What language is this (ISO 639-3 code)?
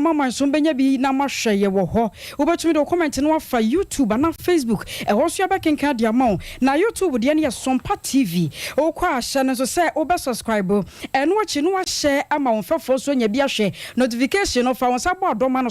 aka